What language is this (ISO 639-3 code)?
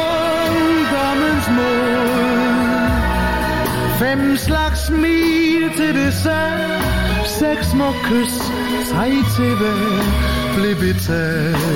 dan